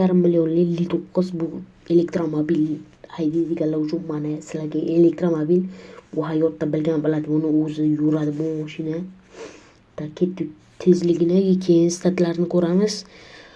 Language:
Uzbek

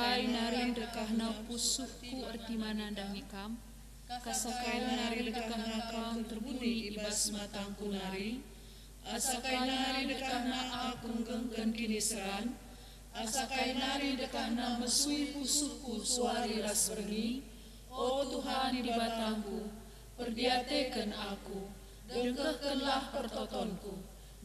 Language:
Batak Karo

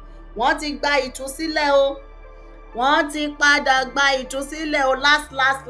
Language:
Yoruba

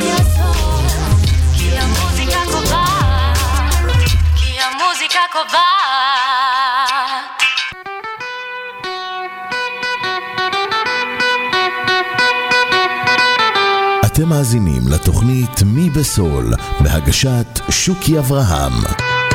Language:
Hebrew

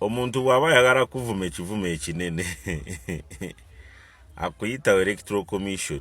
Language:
Ganda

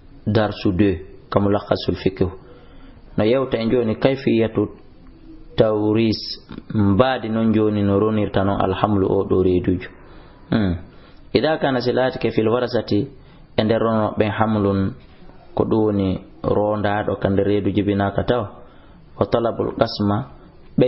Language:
Fula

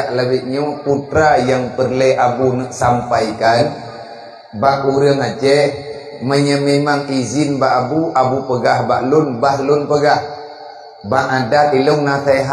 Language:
Achinese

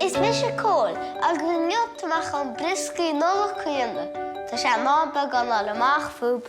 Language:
Irish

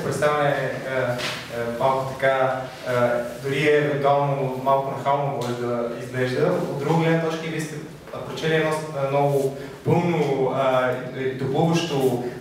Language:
Bulgarian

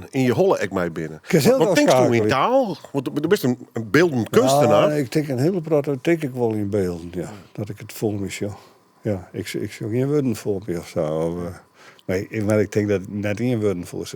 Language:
Western Frisian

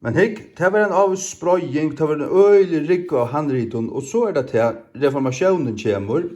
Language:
Faroese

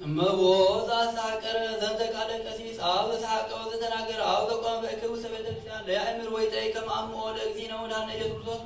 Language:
Geez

